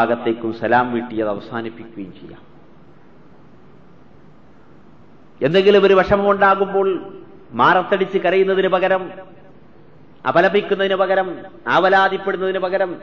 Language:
Malayalam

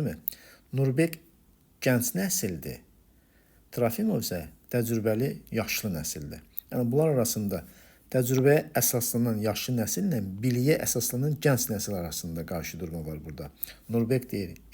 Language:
Azerbaijani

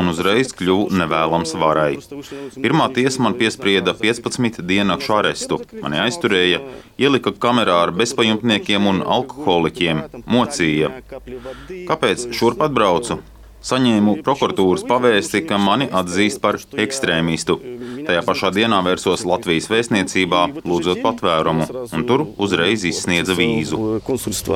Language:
Latvian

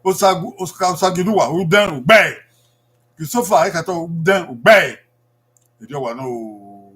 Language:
Bini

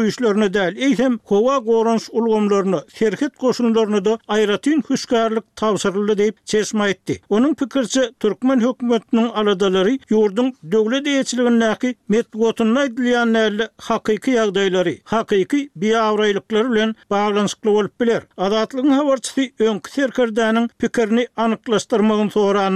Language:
Turkmen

